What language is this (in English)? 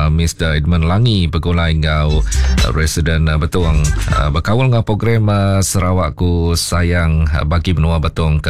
Iban